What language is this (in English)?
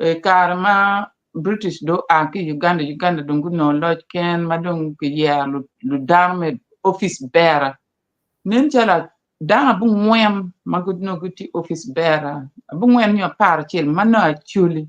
Acoli